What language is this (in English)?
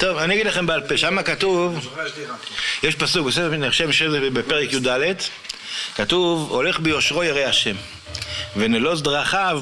Hebrew